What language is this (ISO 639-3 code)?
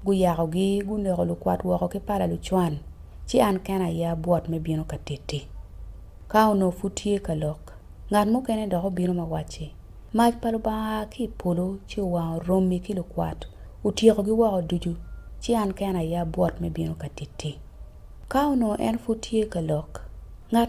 ach